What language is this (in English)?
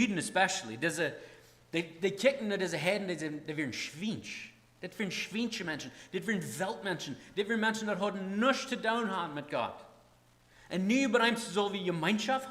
Plautdietsch